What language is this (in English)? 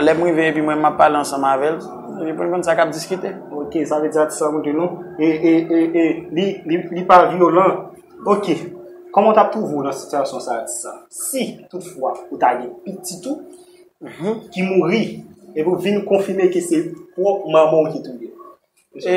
Haitian Creole